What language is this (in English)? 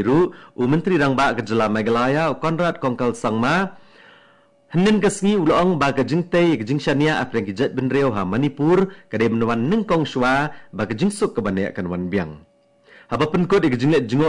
Khasi